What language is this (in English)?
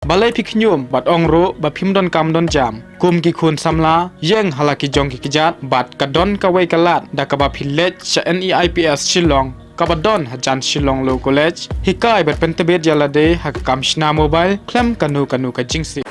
Khasi